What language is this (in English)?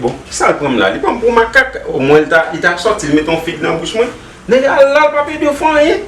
Haitian Creole